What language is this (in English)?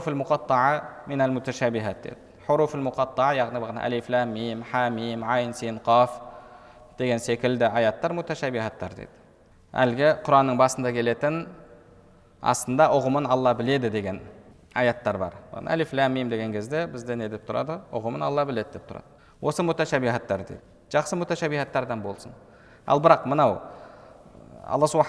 Kazakh